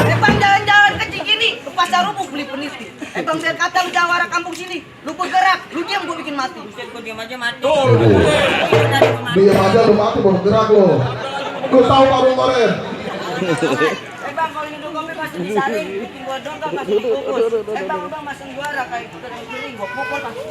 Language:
Betawi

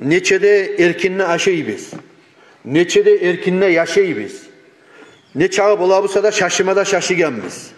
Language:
Kumyk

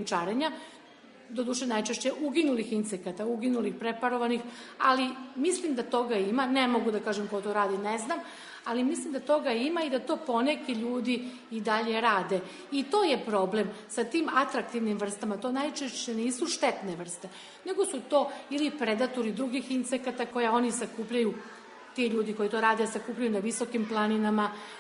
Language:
Serbian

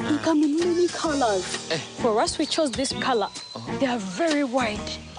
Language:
Nyankole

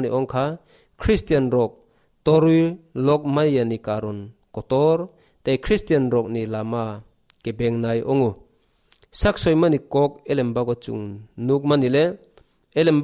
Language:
Kok Borok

